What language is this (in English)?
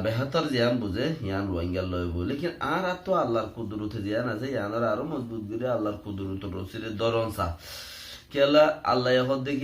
Rohingya